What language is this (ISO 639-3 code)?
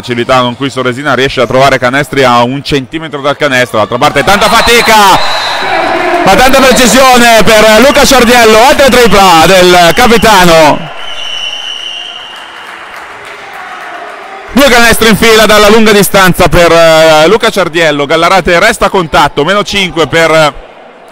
ita